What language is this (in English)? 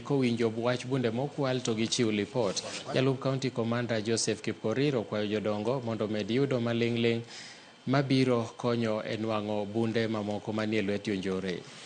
Luo (Kenya and Tanzania)